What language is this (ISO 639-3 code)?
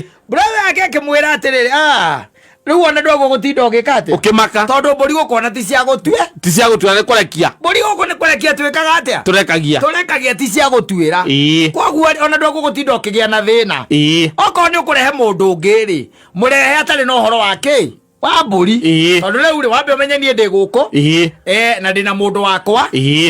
kik